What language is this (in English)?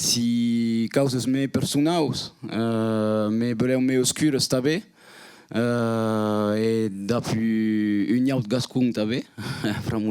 Occitan